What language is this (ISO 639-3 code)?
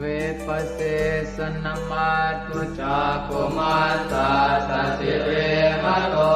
pli